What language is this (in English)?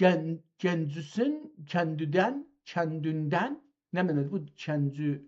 South Azerbaijani